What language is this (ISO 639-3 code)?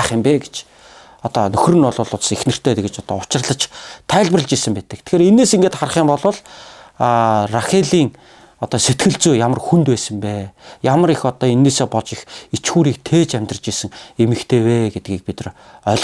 mon